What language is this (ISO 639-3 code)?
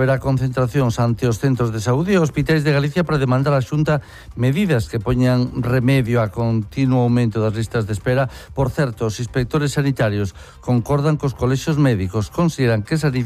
glg